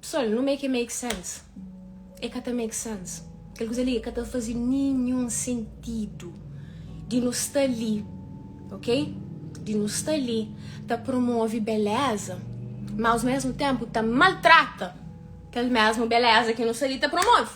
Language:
Kabuverdianu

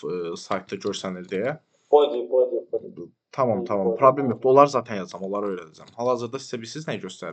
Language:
Azerbaijani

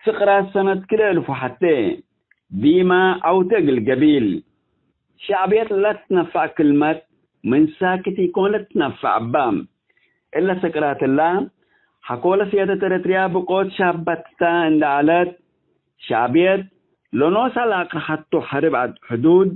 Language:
Tigre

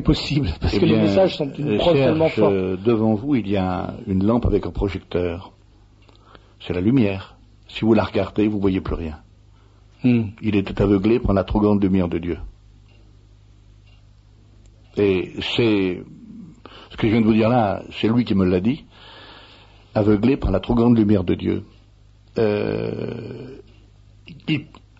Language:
French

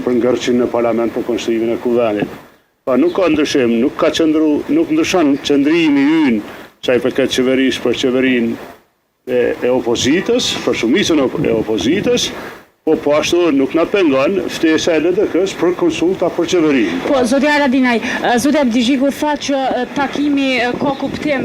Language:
Albanian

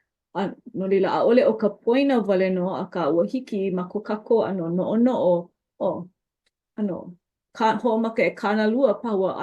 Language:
Hawaiian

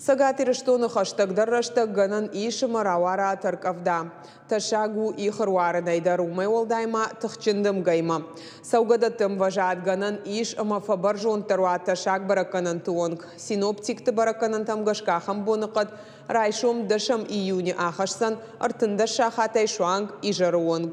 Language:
Ossetic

